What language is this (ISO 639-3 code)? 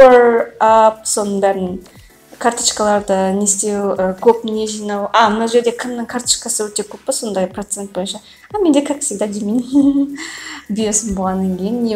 kaz